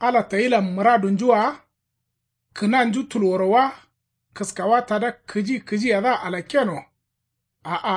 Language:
Kanuri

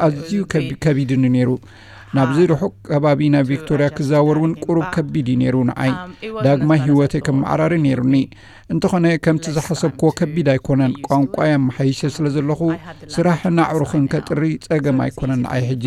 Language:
Tigrinya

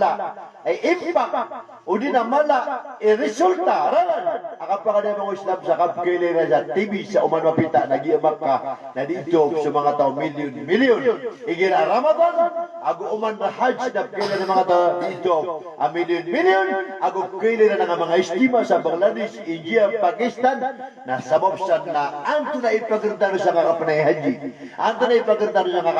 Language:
Maranao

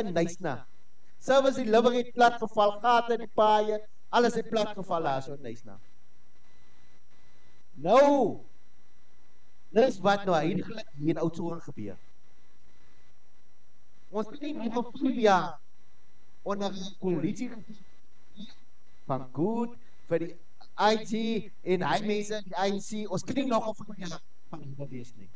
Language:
Afrikaans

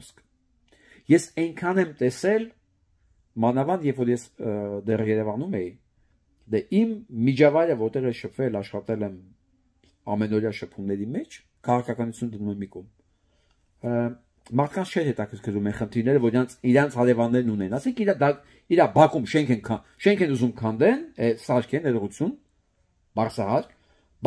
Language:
Armenian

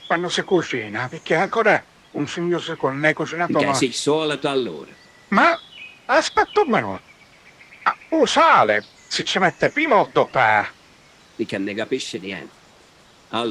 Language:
Sicilian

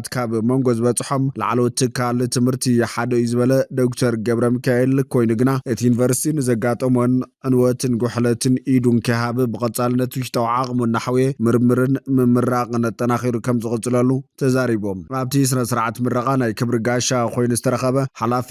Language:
Tigrinya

